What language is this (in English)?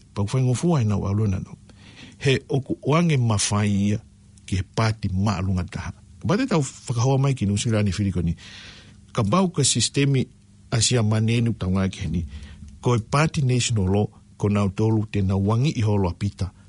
Tongan